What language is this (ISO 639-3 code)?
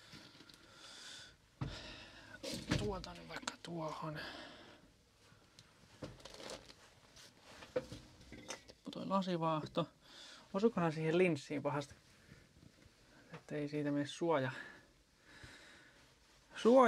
fin